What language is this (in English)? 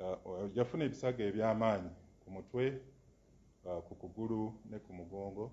Ganda